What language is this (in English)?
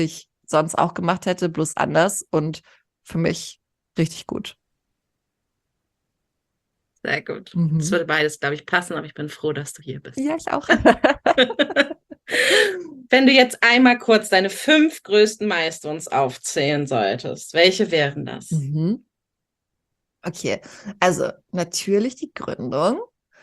German